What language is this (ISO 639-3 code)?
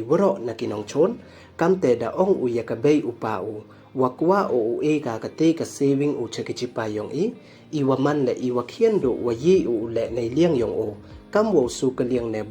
pbv